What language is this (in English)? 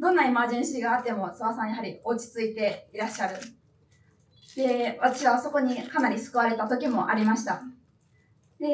Japanese